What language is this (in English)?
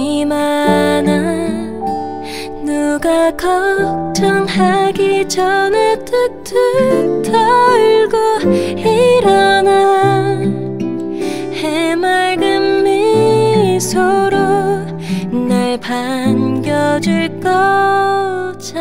Korean